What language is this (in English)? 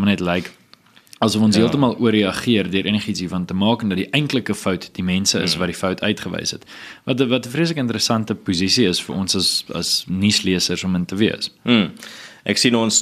Afrikaans